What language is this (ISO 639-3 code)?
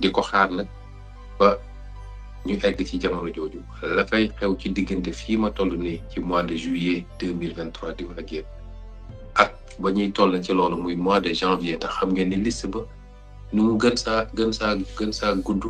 wol